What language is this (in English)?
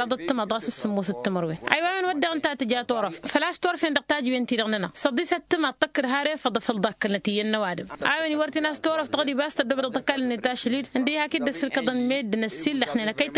Tamasheq